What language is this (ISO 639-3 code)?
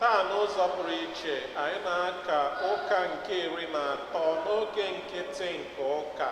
ibo